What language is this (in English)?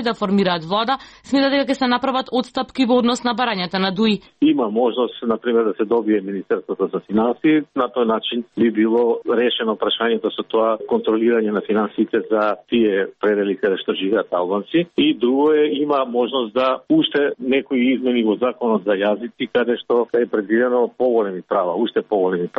Macedonian